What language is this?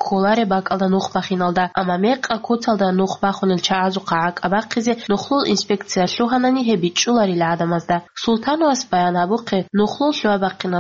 Avaric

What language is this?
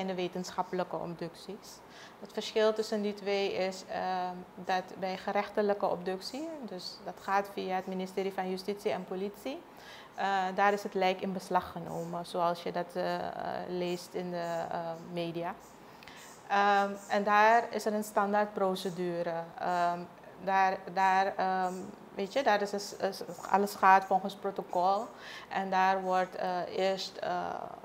Dutch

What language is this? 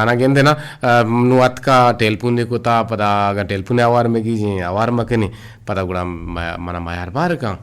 Eastern Balochi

